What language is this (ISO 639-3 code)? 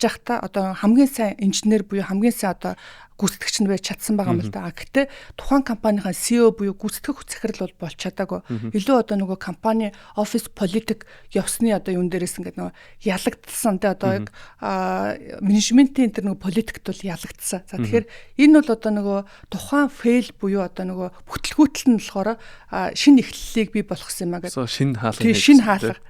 mon